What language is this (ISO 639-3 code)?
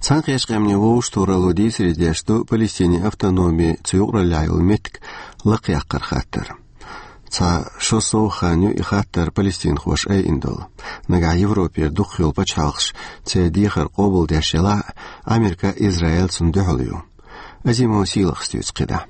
che